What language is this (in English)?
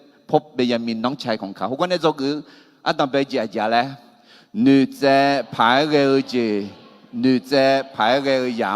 Akha